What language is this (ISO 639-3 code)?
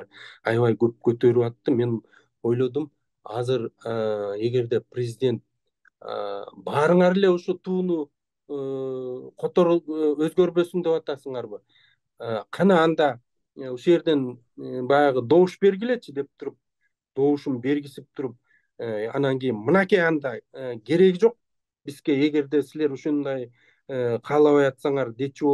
kir